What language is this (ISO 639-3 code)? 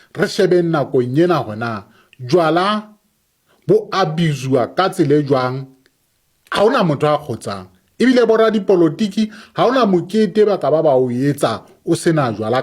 sot